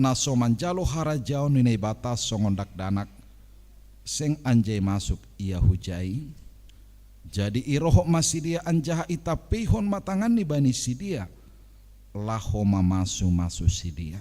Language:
Batak Simalungun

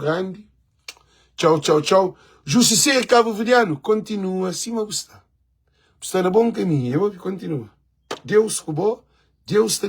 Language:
Kabuverdianu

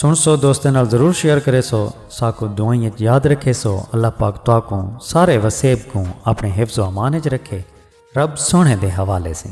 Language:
Saraiki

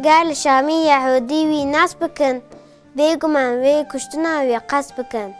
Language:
Kurdish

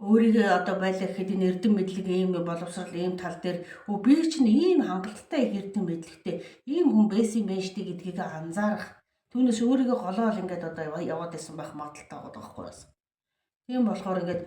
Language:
Mongolian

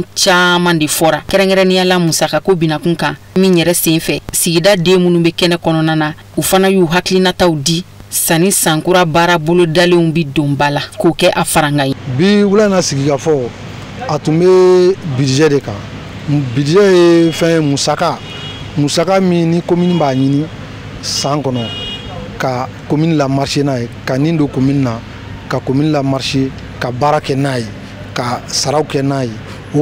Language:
Bambara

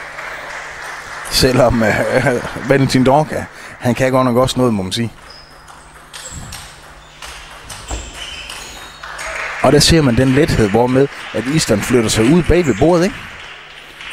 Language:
Danish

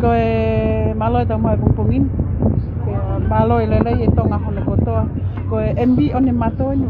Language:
Tongan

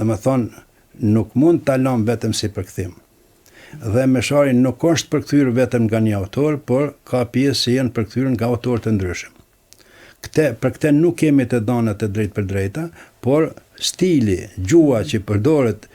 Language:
Albanian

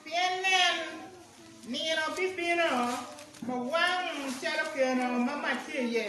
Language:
Acoli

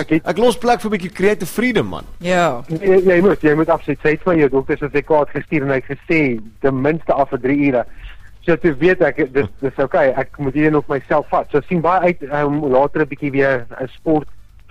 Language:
Afrikaans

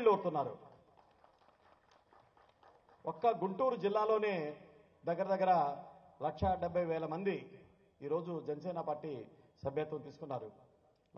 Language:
Telugu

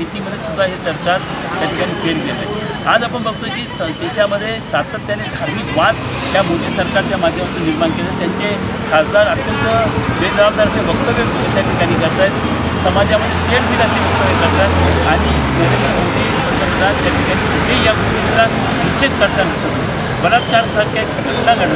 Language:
Marathi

